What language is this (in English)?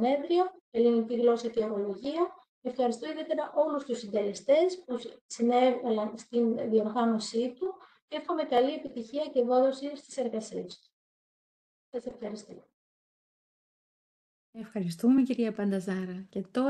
Greek